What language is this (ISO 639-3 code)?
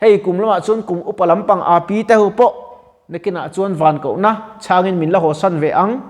lus